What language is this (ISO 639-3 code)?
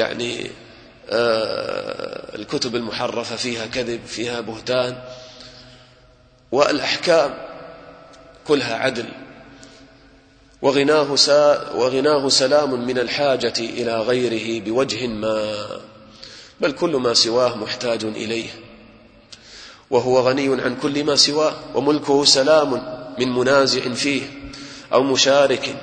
ara